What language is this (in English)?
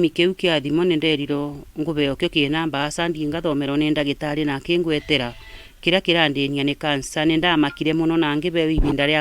Kikuyu